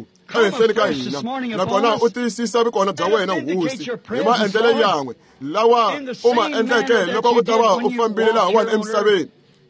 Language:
Tsonga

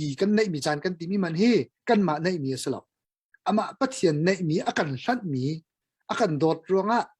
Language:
Hakha Chin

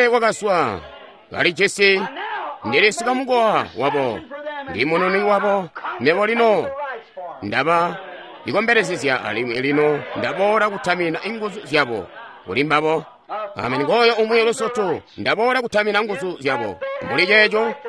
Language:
Tonga (Zambia)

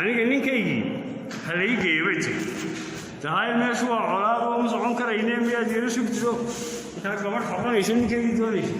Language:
Somali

